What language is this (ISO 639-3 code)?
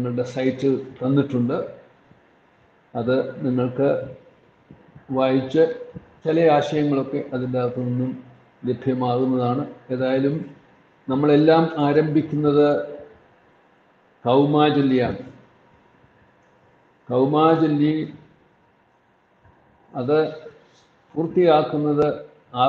mal